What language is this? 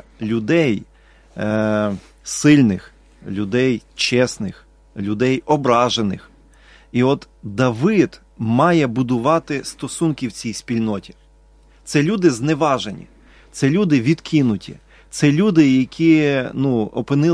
Ukrainian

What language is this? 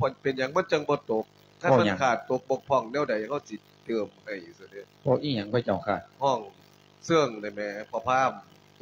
Lao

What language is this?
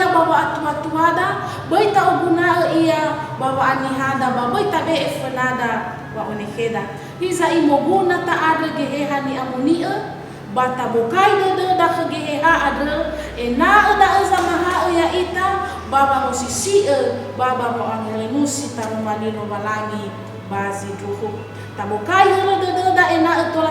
Nias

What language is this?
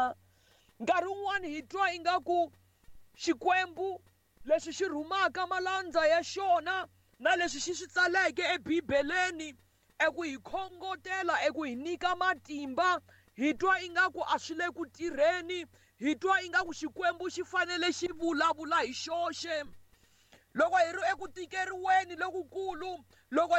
Tsonga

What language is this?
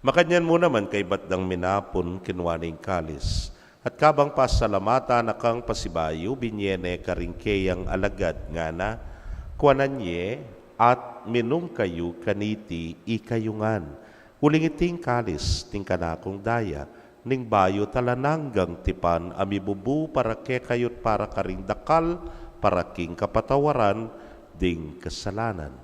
Pampanga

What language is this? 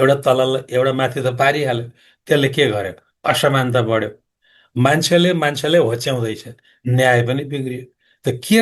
Nepali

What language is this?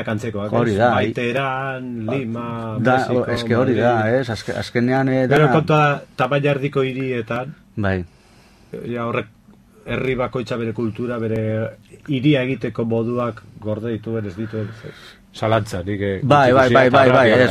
Basque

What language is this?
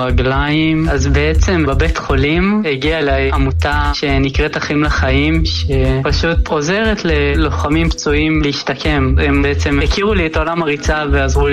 Hebrew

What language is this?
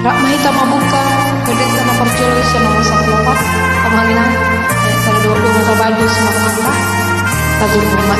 Batak Toba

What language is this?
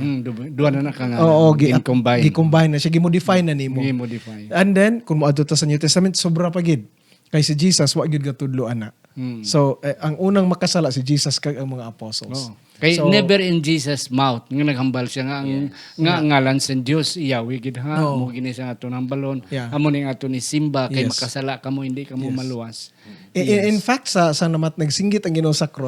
Hiligaynon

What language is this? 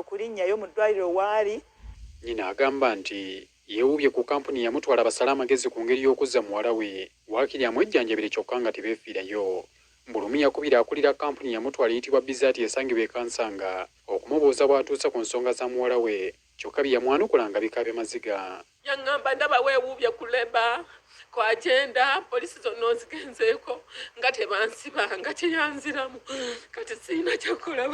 Ganda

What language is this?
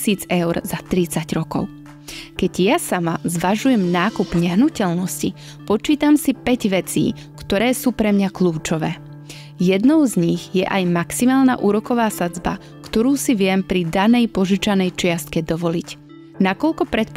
Slovak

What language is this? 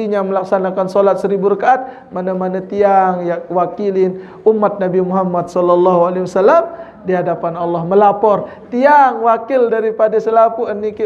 Sasak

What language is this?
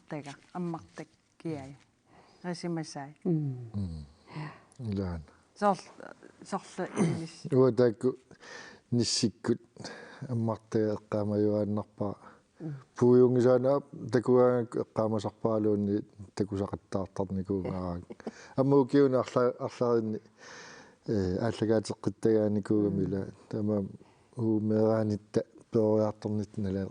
Kalaallisut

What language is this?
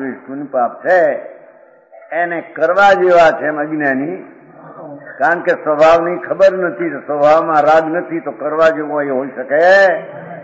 Gujarati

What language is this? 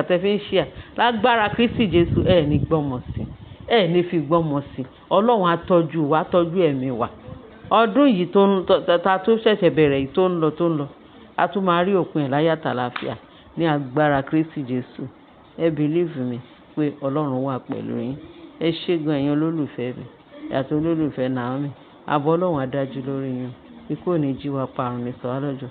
Yoruba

